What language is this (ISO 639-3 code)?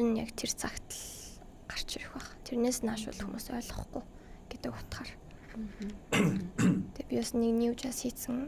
mon